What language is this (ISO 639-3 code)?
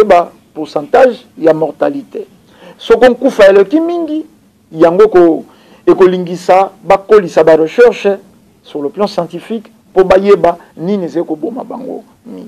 lin